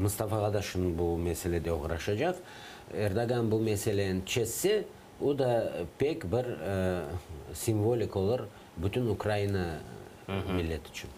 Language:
Crimean Tatar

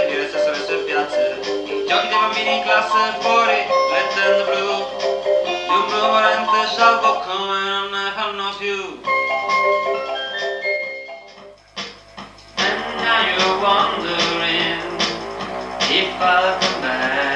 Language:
Italian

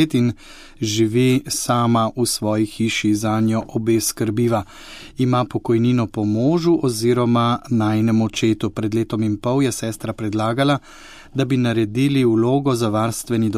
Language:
Slovenian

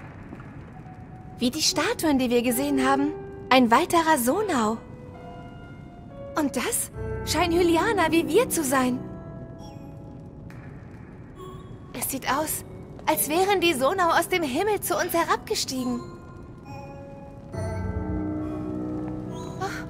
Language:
German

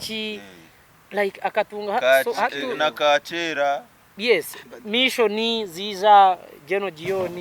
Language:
Nyankole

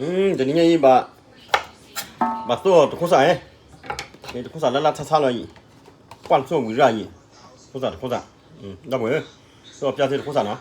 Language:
S'gaw Karen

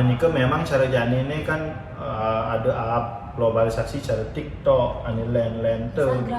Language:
Balinese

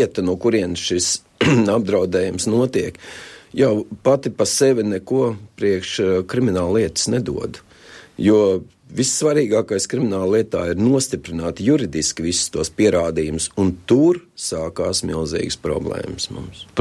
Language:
Latvian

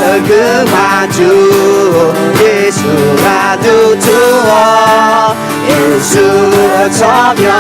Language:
Akha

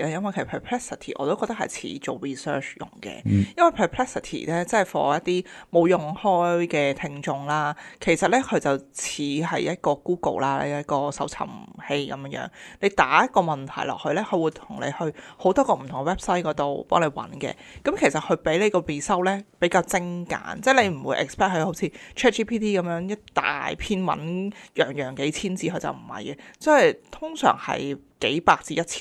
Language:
Cantonese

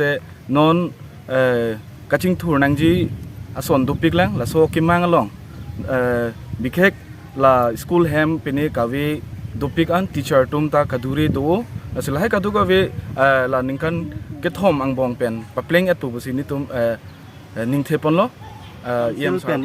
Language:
Karbi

